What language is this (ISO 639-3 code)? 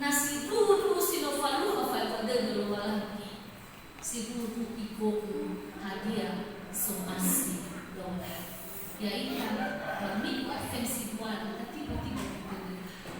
nia